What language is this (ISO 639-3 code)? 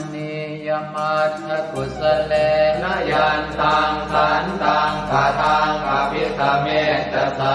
pli